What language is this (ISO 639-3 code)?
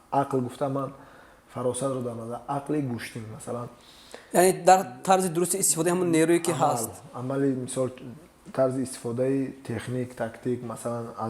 tgk